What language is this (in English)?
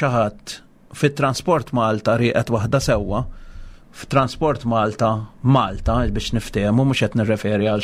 Maltese